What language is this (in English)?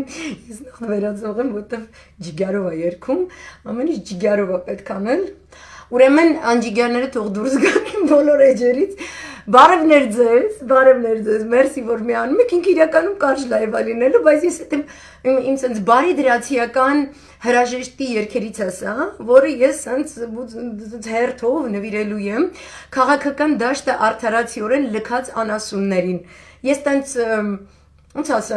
Armenian